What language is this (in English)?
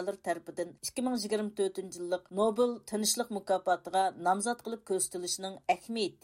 Uyghur